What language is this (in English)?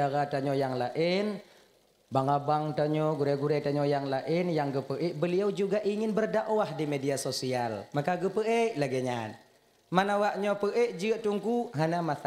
Achinese